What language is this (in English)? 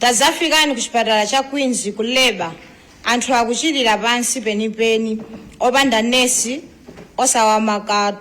Nyanja